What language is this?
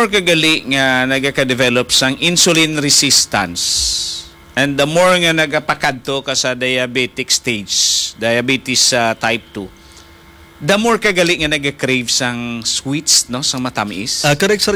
Hiligaynon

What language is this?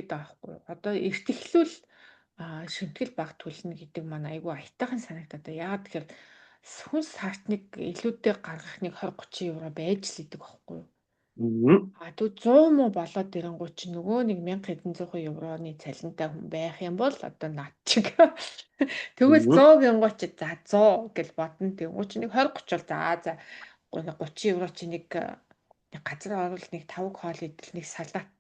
Mongolian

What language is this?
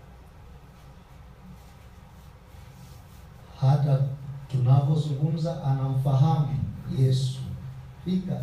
Swahili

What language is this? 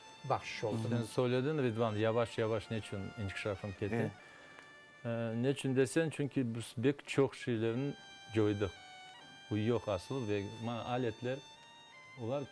Crimean Tatar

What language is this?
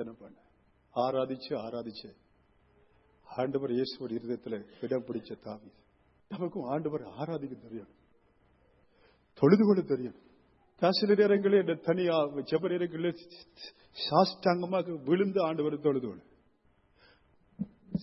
Tamil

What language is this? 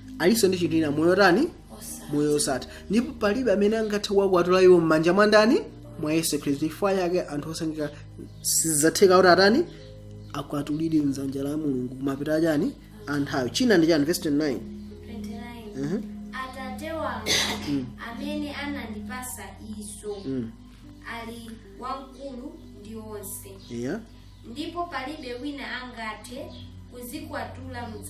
Nyanja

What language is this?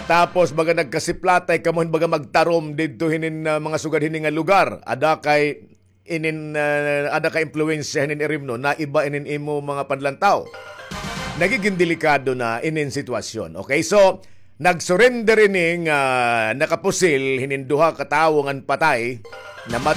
Waray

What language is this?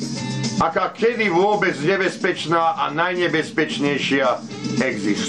Slovak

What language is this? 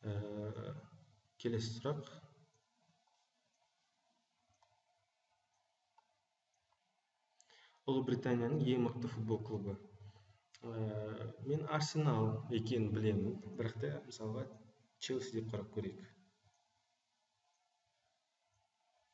Kazakh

